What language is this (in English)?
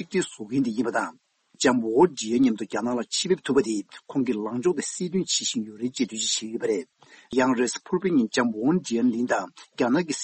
Tibetan